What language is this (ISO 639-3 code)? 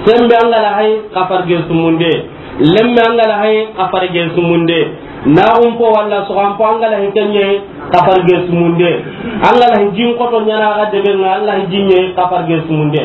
snk